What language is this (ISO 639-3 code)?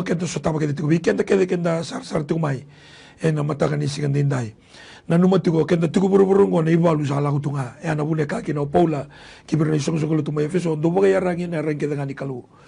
fij